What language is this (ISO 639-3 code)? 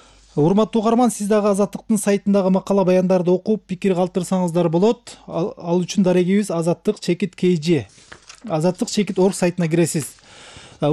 kir